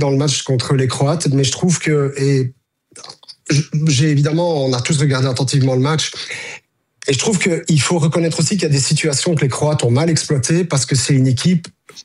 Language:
French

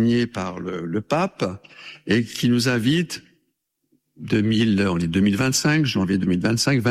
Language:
French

